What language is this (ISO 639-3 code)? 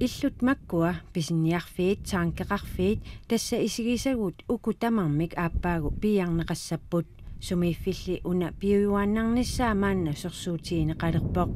kal